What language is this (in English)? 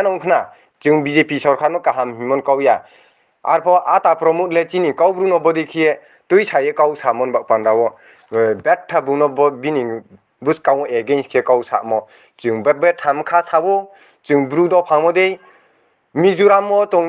Riang (India)